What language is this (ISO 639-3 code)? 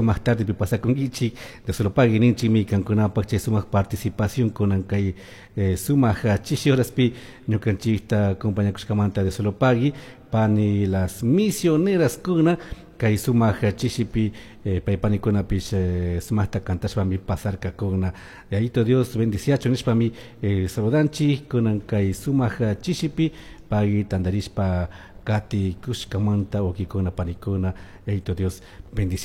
qug